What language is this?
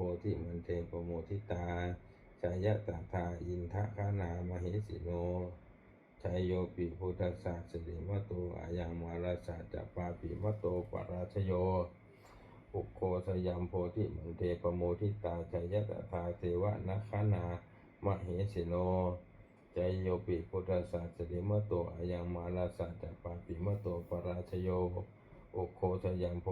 Pali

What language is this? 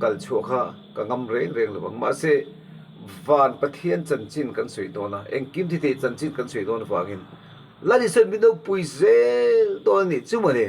Mizo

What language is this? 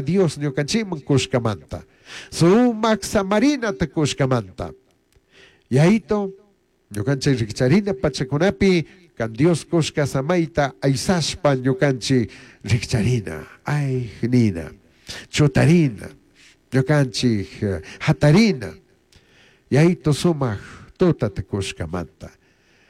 Chimborazo Highland Quichua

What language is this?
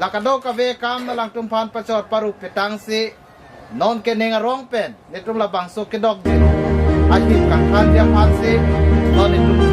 Karbi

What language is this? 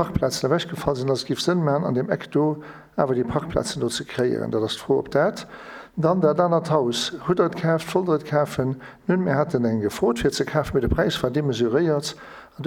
Luxembourgish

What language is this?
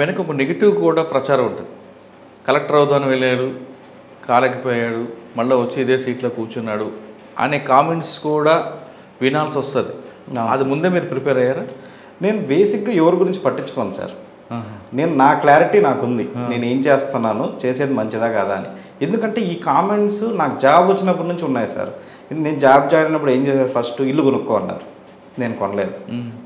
Telugu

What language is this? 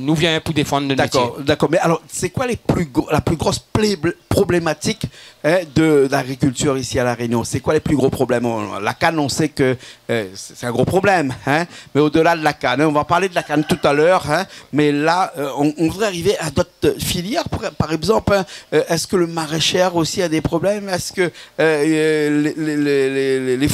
Réunion Creole French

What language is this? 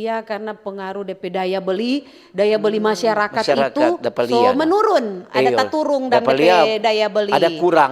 Manado Malay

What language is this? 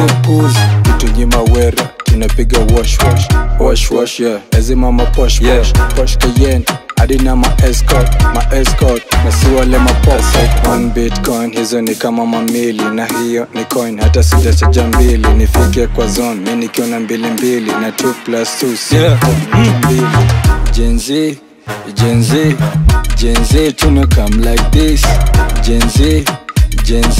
Swahili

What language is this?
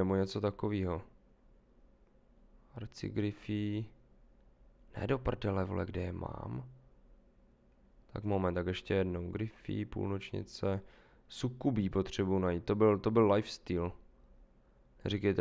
Czech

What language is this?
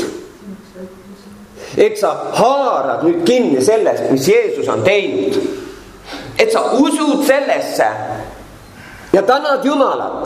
Estonian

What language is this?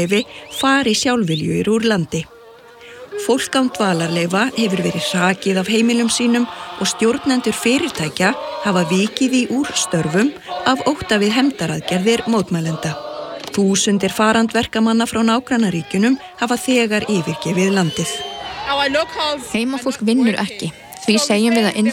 Icelandic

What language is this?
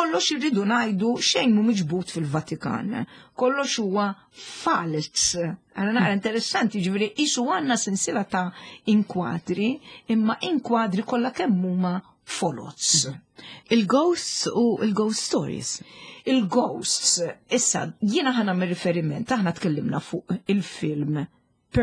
Maltese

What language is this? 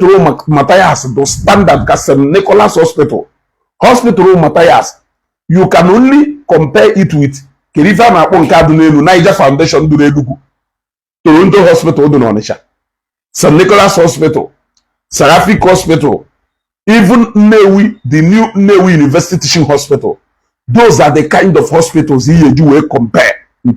Igbo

